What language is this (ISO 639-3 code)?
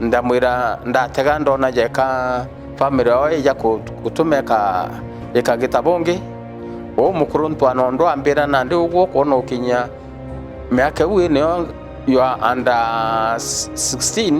mer